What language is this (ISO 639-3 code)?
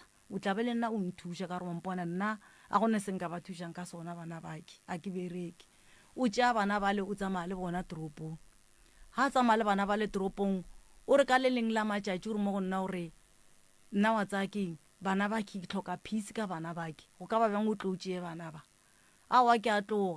nso